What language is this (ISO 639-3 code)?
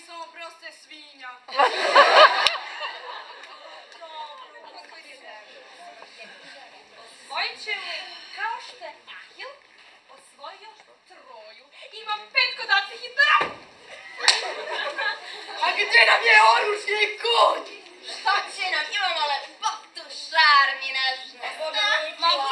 srp